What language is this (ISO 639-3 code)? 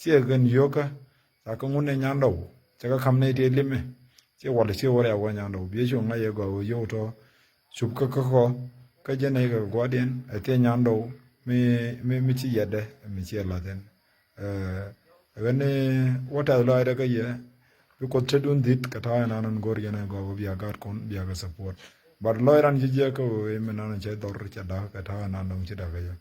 nus